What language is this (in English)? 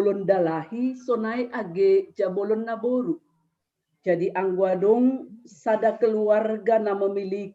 Batak Simalungun